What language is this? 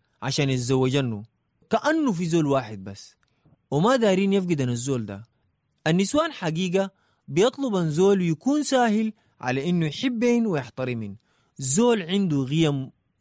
Sudanese Arabic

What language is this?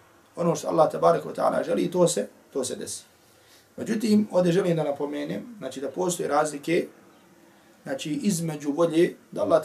Bosnian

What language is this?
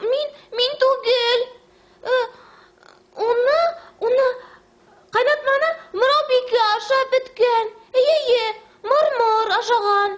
Bashkir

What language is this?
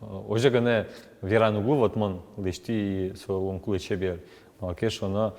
Udmurt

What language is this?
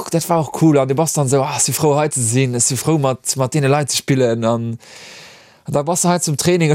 Luxembourgish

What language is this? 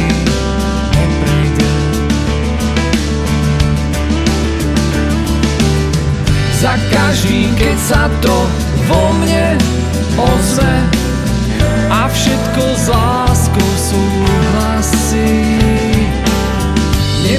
Slovak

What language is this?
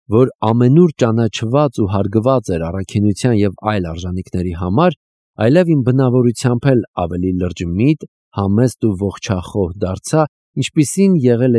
Armenian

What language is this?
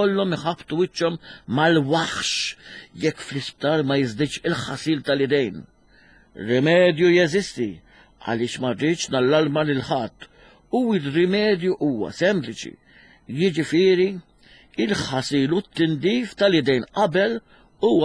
Maltese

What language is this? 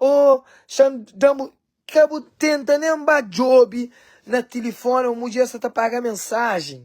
Kabuverdianu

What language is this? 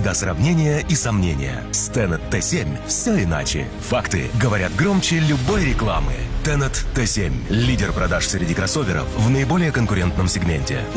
Russian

